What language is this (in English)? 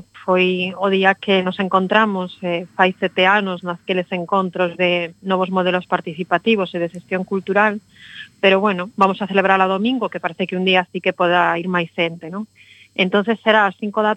Galician